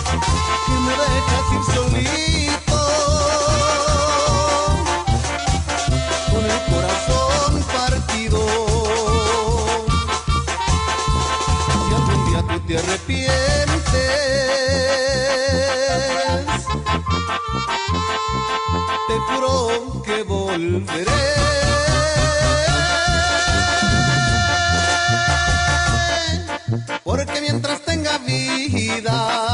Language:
Spanish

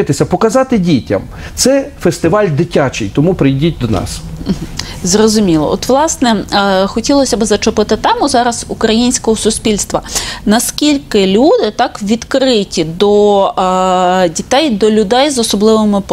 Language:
Ukrainian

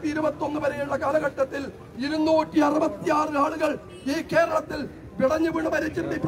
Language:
Malayalam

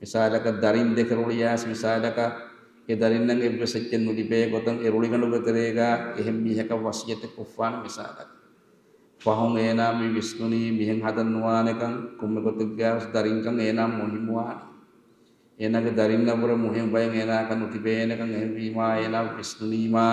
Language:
Divehi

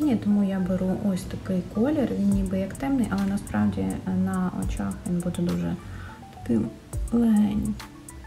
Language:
Ukrainian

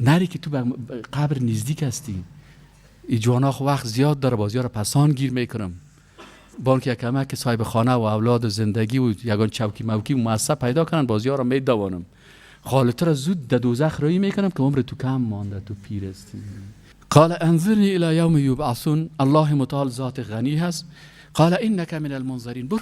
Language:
Persian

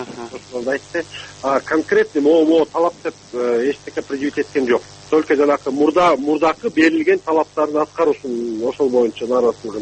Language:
Kyrgyz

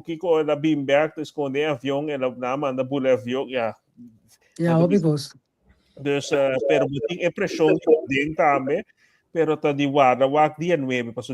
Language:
Papiamento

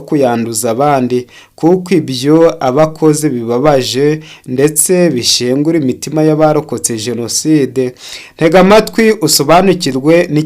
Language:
Kinyarwanda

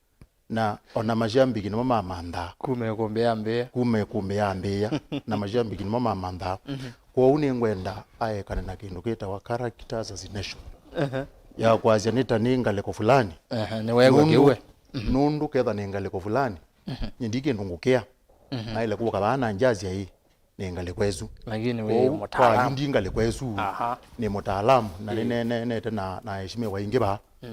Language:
Kamba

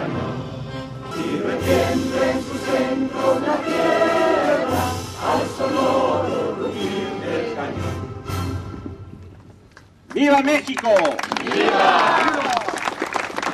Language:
Spanish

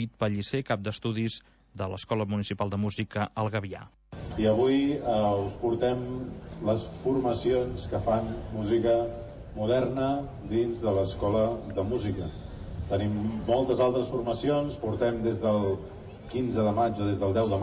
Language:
Catalan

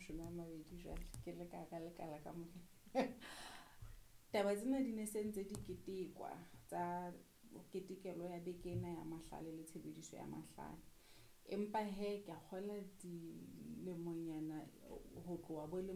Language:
Southern Sotho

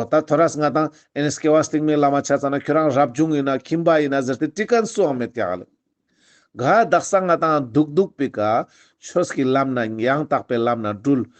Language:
Ladakhi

